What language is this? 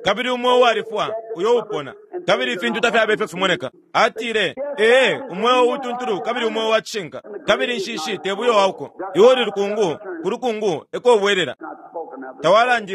Bemba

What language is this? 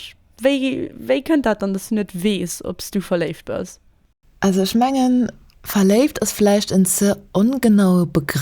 Luxembourgish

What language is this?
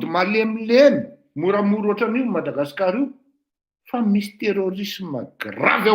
Malagasy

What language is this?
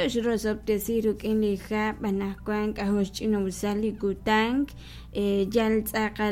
Kekchí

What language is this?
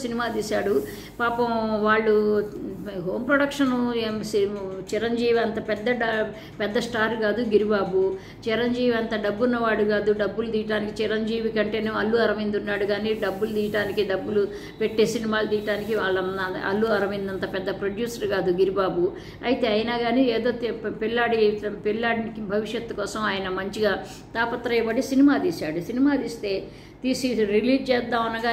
Telugu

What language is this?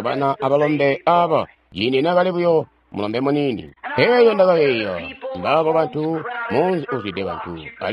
Tonga (Zambia)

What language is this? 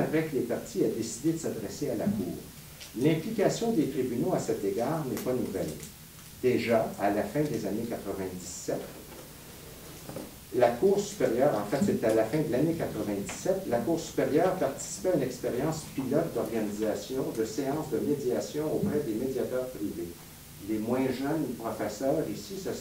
French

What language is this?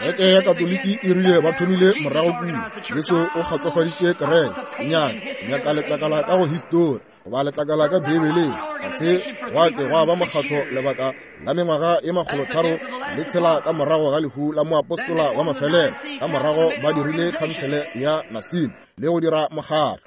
Northern Sotho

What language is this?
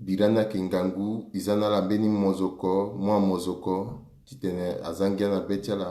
Sango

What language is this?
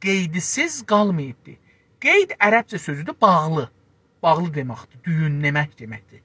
South Azerbaijani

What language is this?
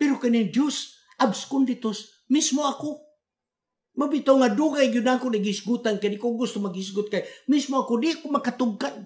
Cebuano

